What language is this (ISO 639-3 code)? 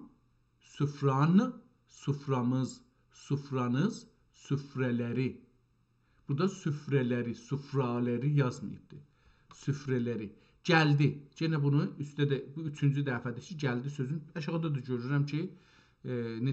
azb